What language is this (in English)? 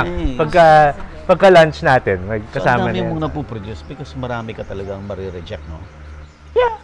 Filipino